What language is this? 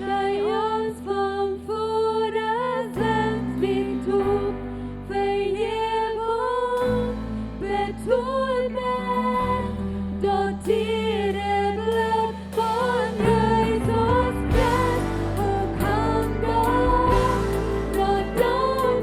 Plautdietsch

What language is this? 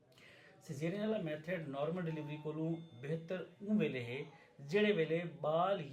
Saraiki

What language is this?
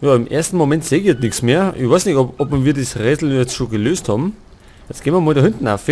Bavarian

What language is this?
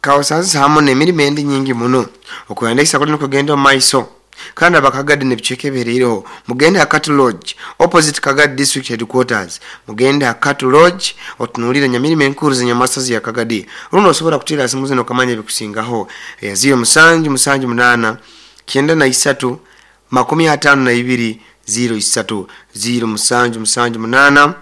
Nyoro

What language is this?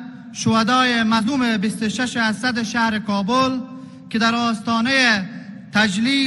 Persian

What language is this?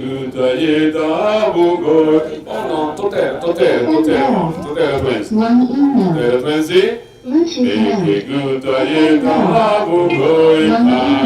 Gusii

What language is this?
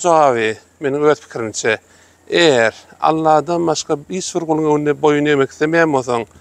Turkmen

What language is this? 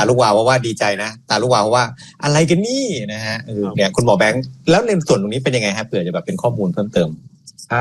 Thai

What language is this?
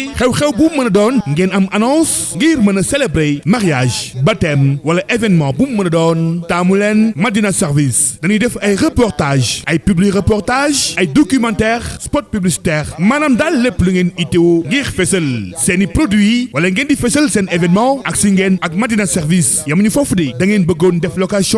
Wolof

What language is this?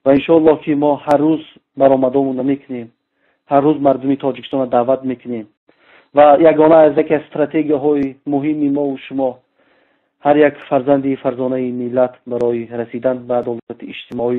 Tajik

